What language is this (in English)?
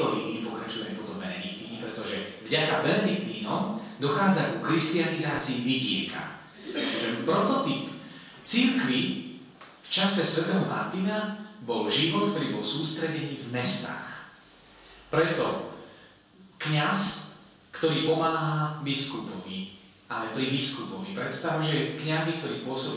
Slovak